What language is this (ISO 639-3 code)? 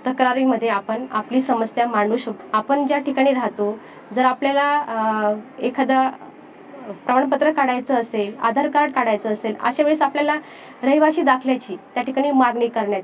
mar